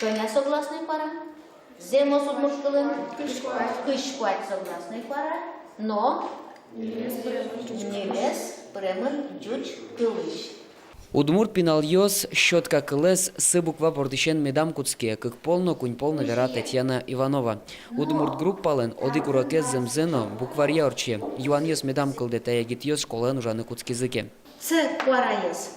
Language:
Udmurt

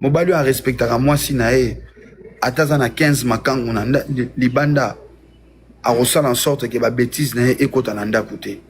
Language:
Lingala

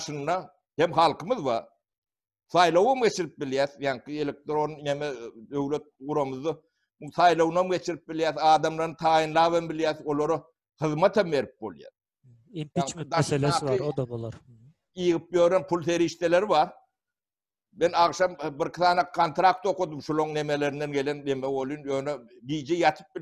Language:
Turkmen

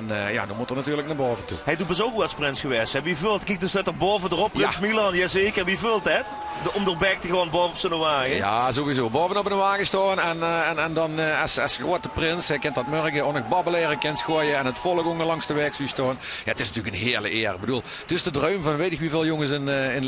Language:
Limburgish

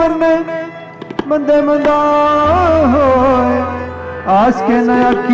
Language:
Punjabi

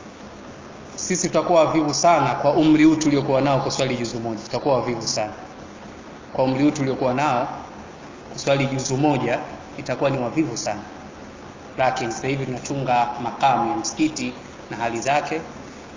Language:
Swahili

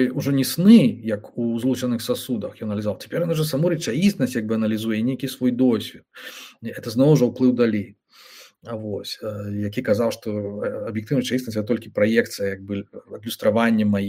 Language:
Belarusian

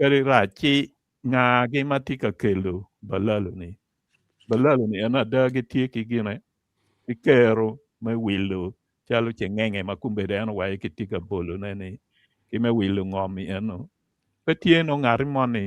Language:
Acoli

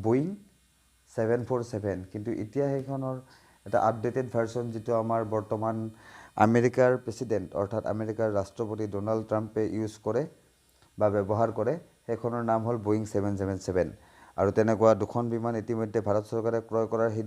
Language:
Assamese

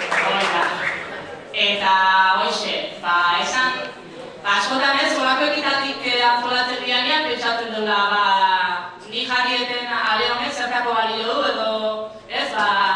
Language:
Basque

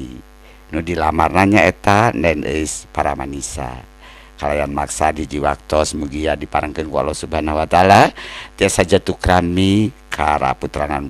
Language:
Sundanese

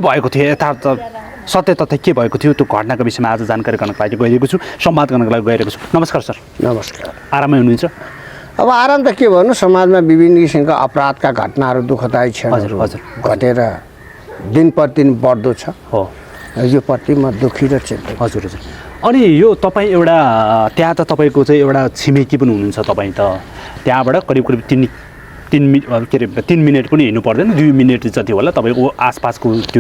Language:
Nepali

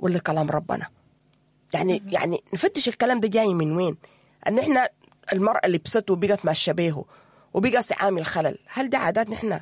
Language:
Sudanese Arabic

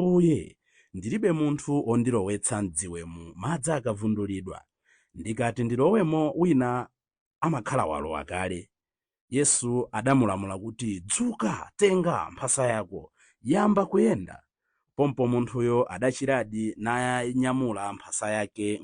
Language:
Nyanja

